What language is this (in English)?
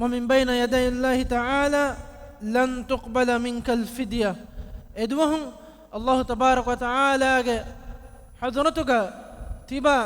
Divehi